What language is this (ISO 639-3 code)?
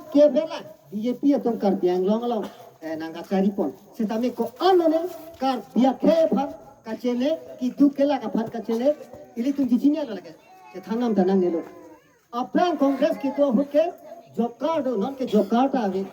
mjw